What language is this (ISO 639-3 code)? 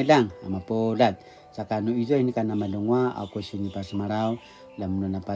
pwn